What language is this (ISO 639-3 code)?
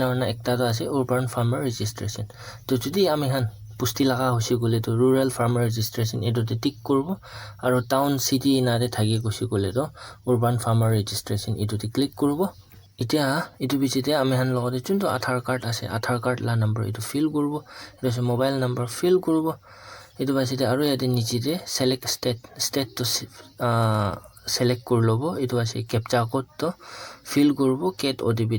nag